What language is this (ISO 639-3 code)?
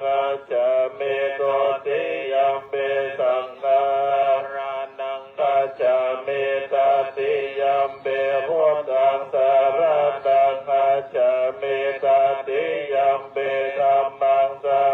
pli